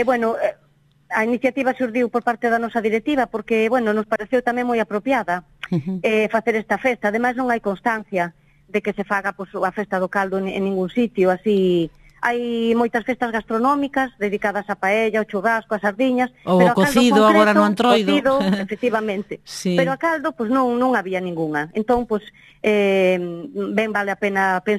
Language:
Galician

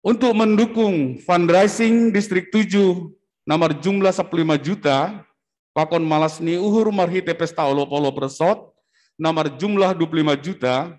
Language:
Batak Simalungun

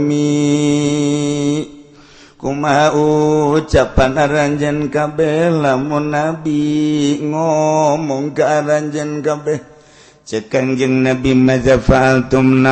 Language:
Sundanese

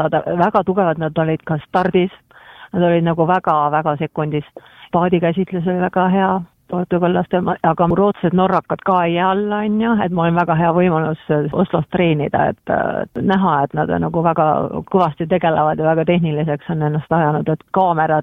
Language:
Estonian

